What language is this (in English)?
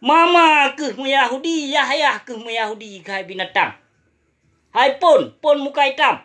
Achinese